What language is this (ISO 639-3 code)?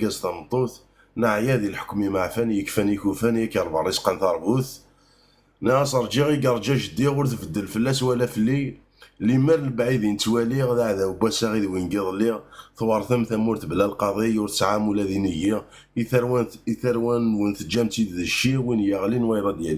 kab